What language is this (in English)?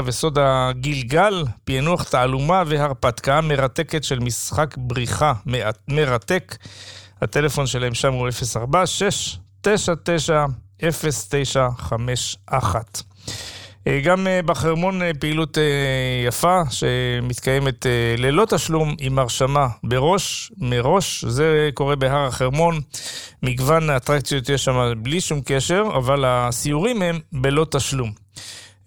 Hebrew